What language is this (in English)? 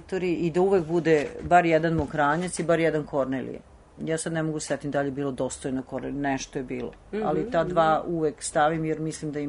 Serbian